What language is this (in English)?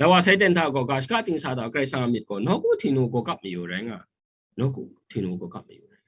Kachin